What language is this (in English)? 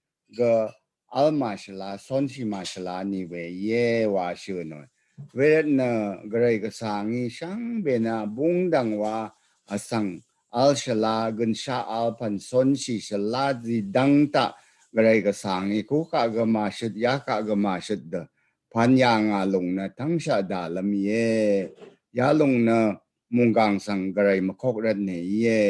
Rawang